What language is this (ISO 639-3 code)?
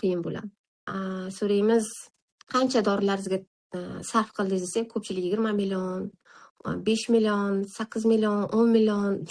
uzb